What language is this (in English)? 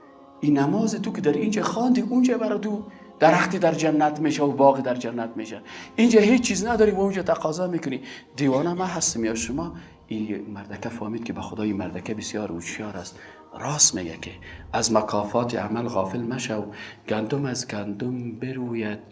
Tajik